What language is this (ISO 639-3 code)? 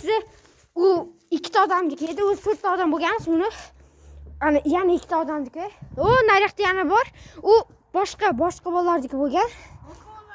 uzb